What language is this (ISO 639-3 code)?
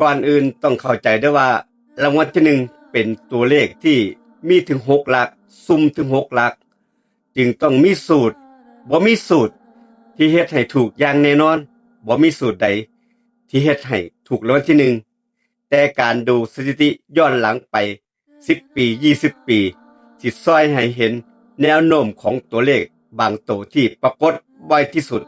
lao